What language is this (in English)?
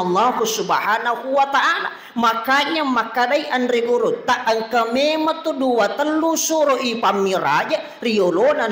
Buginese